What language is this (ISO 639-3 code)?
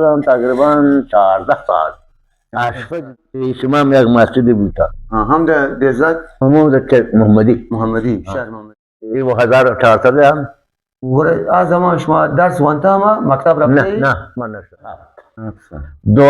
bal